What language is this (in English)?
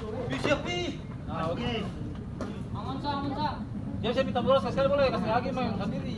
Ambonese Malay